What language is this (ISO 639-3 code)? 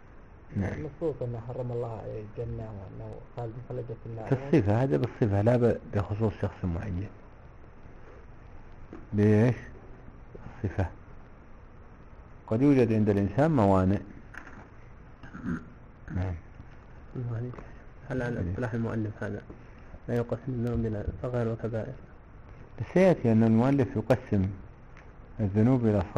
ara